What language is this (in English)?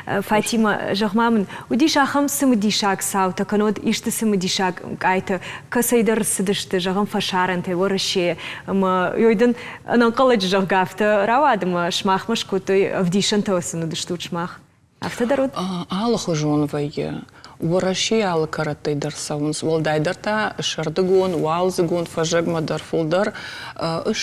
Ossetic